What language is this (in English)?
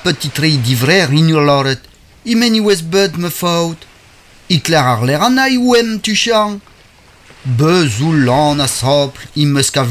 Breton